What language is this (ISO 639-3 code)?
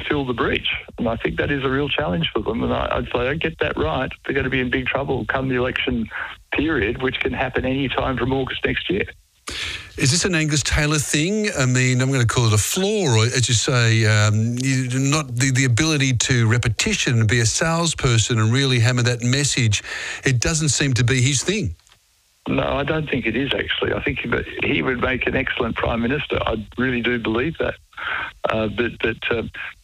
eng